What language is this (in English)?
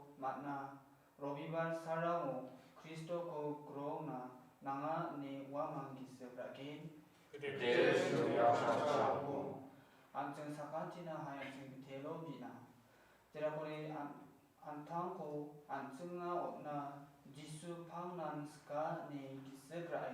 Garo